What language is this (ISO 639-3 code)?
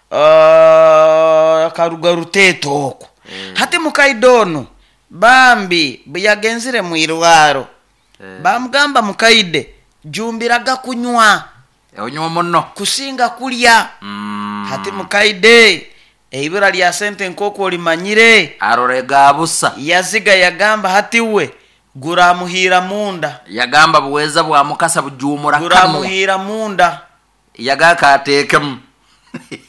nyo